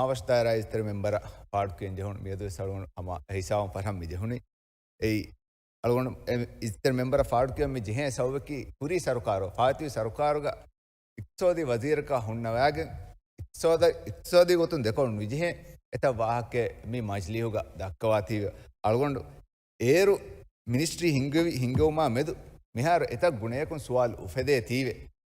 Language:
Divehi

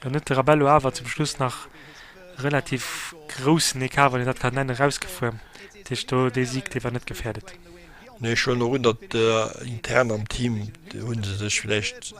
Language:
Luxembourgish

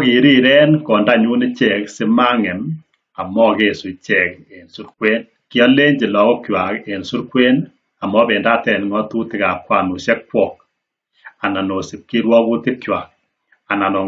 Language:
Kalenjin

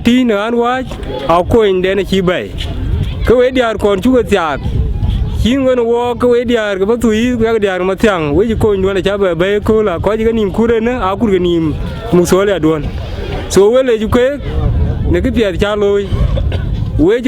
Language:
Dinka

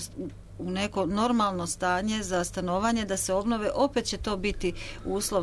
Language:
Croatian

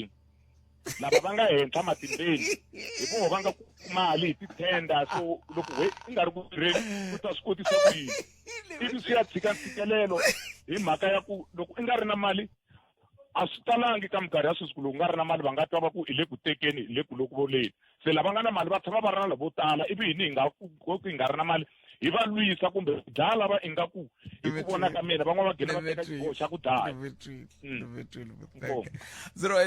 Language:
Tsonga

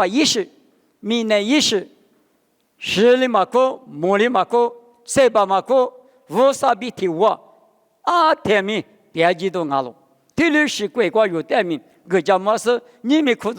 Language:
Lisu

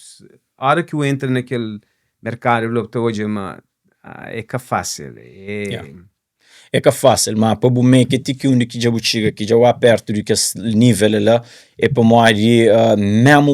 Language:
Kabuverdianu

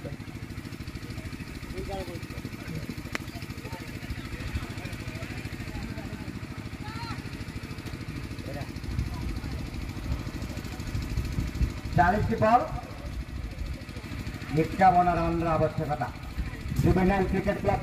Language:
Hindi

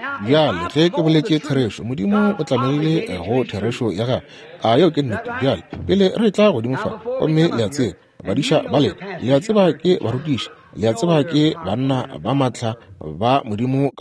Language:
Northern Sotho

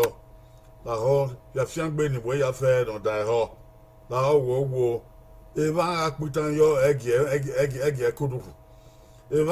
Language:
Bini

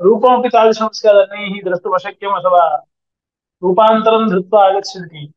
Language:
Sanskrit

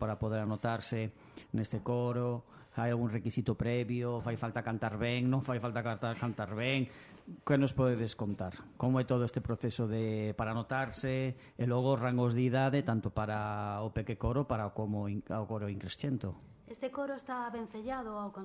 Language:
Galician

